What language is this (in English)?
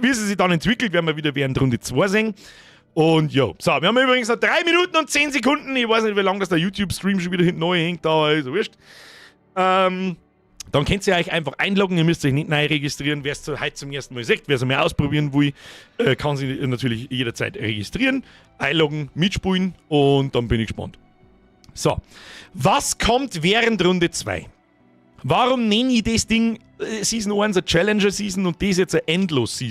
Bavarian